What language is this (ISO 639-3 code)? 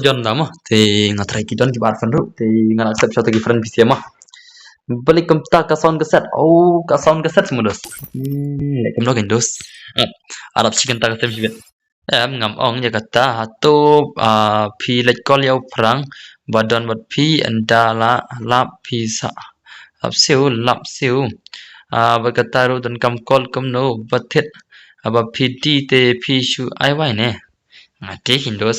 kha